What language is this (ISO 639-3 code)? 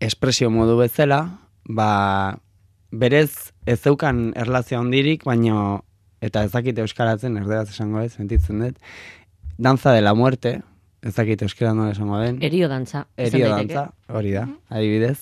eus